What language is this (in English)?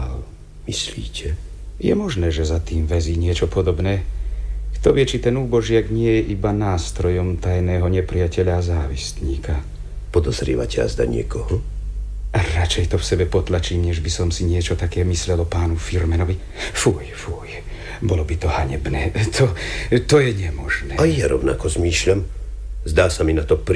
Slovak